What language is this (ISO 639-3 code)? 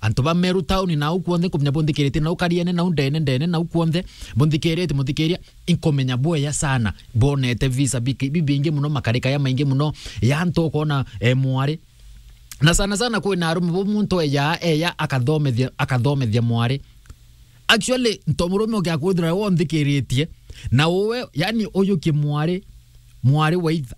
mer